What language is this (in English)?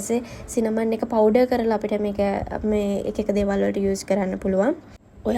Sinhala